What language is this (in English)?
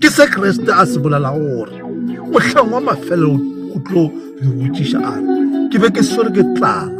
Northern Sotho